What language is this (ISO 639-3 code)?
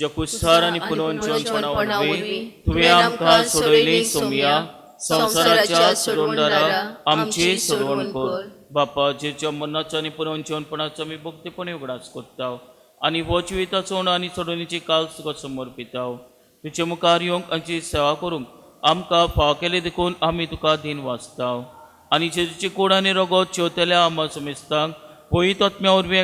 kok